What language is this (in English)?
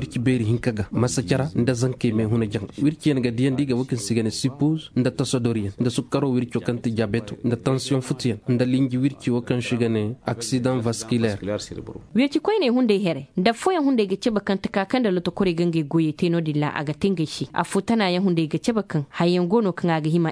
Zarma